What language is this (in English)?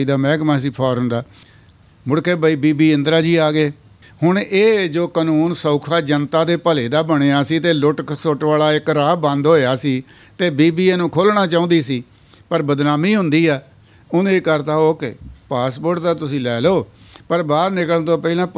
Punjabi